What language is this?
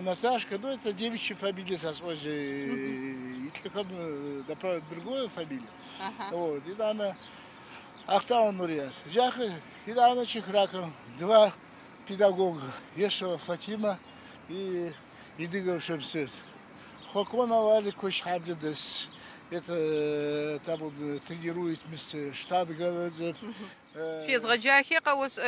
Adyghe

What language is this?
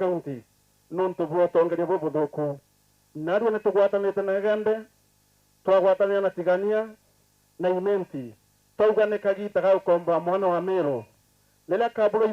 Meru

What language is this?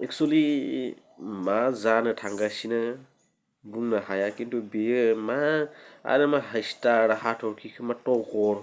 Bodo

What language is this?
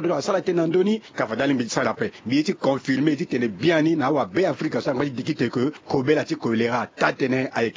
Sango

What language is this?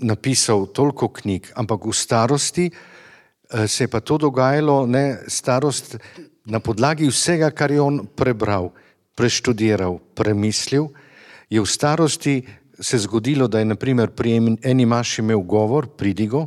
Slovenian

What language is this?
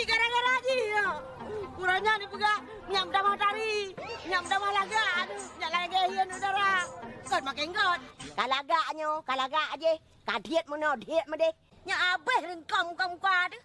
Achinese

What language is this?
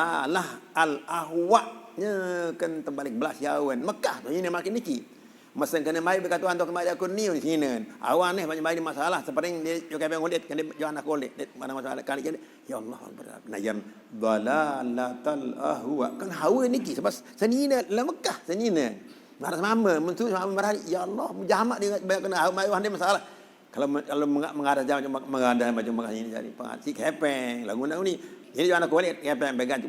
Sasak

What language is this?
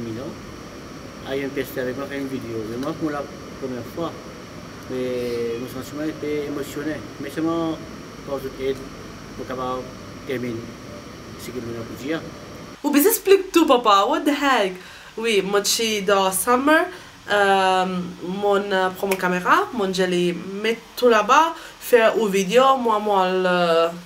Morisyen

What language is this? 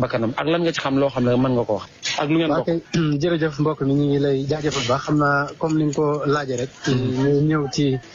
Wolof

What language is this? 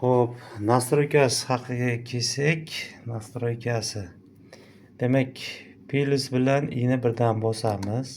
Uzbek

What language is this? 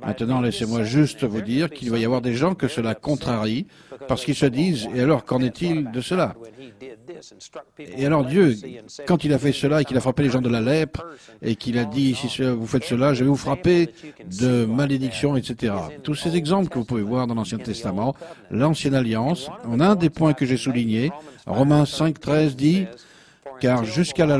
French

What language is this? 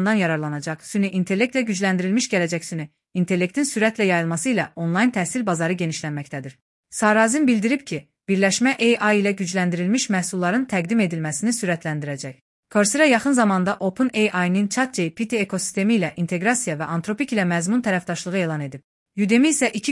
Azerbaijani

